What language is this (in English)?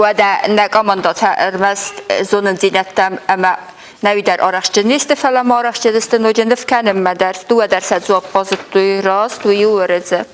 Ossetic